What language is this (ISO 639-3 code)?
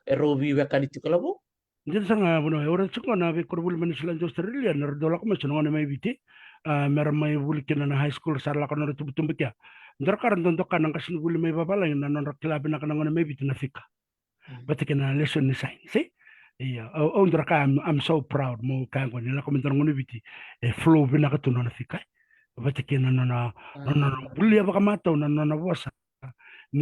fij